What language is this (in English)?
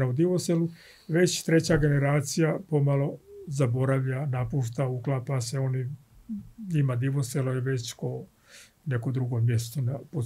Serbian